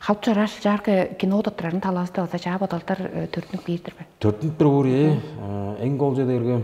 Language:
Tuvinian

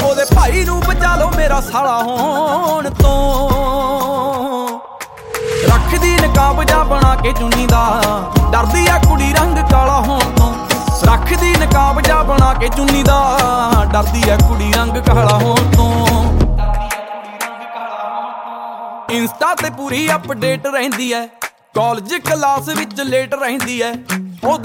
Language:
Punjabi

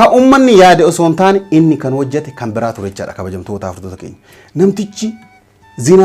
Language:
Oromo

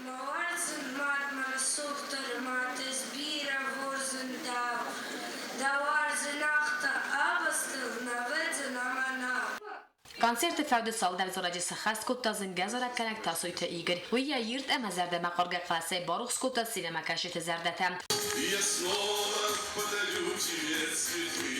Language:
Ossetic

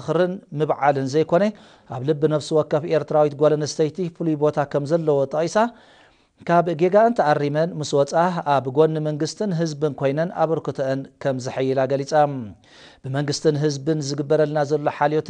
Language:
Tigrinya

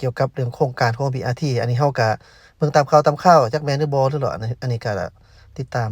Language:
Lao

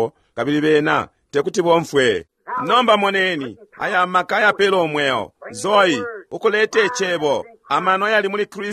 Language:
Bemba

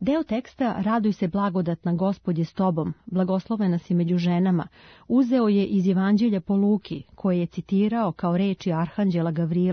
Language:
Serbian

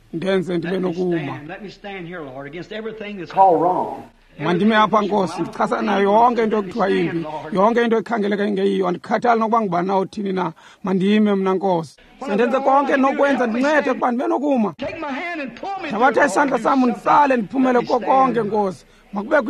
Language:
Xhosa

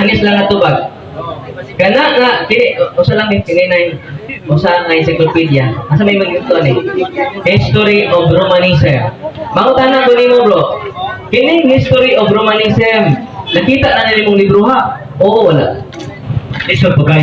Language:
Cebuano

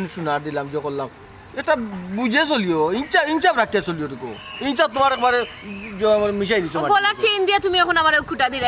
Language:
Sylheti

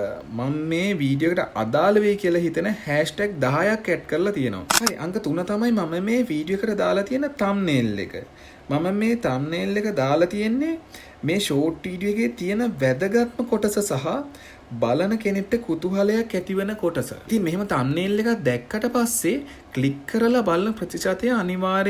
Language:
Sinhala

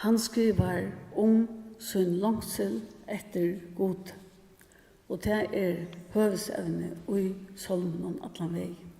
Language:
Faroese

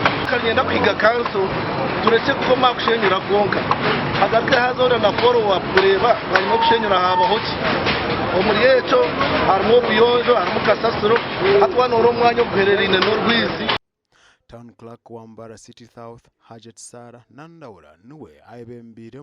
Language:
Nyankole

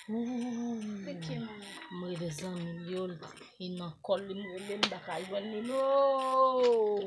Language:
Haitian Creole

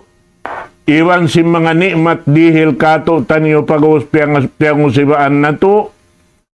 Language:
Tausug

